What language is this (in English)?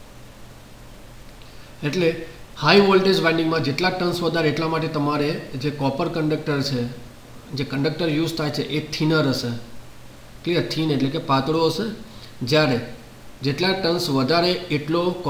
Gujarati